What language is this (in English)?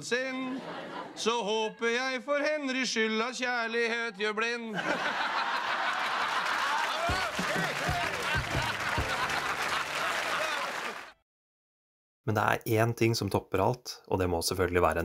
Norwegian